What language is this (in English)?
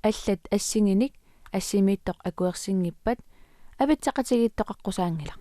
Kalaallisut